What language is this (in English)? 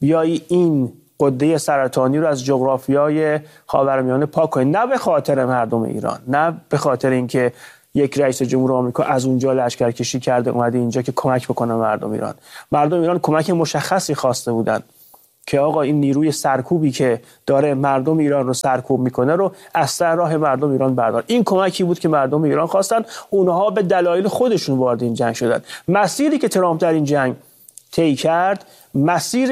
Persian